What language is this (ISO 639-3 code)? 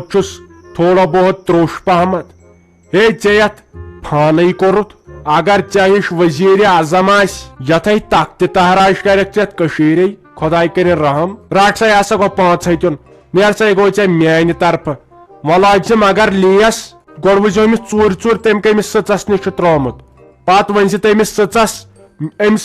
kas